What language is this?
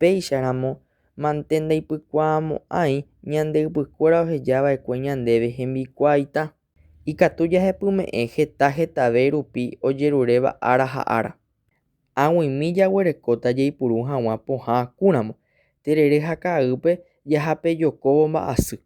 Guarani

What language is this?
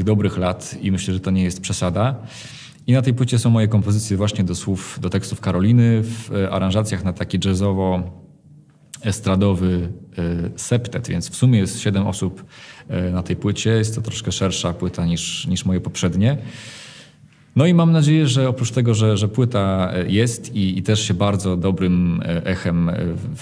Polish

